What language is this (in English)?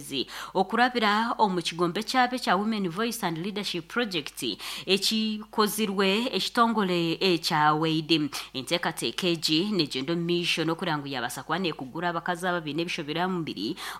Nyankole